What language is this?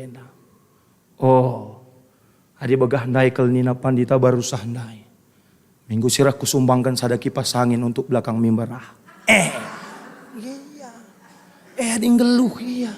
Batak Karo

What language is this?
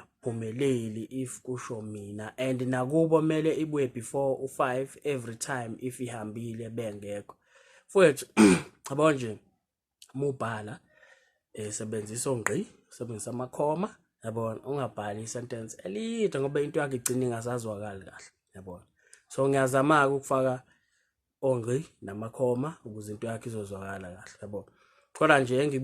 Zulu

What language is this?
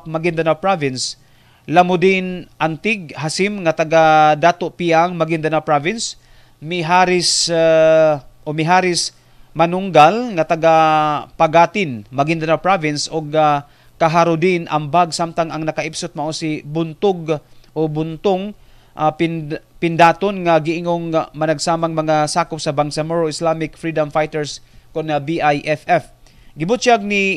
Cebuano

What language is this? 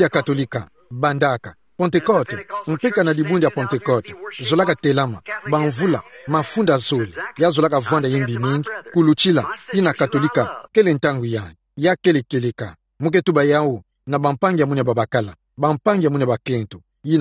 Kituba (Democratic Republic of Congo)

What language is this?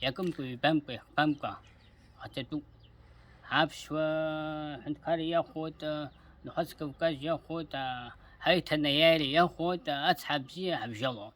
Abkhazian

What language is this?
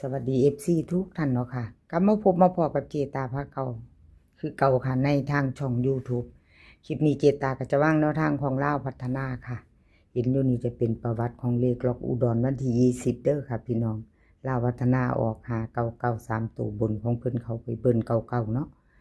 Lao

